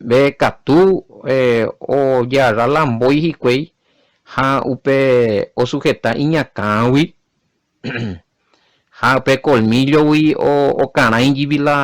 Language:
Guarani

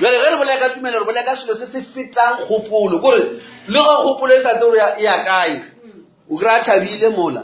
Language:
Northern Sotho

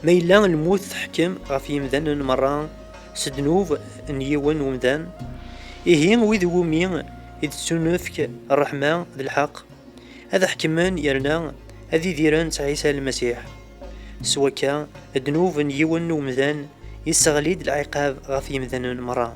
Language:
Kabyle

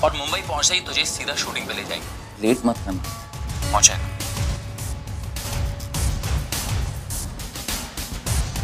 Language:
Hindi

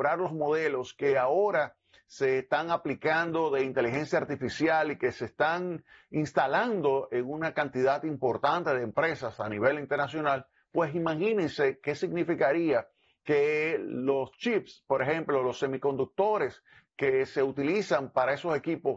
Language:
Spanish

